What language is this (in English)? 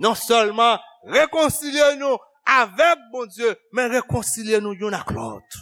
Haitian Creole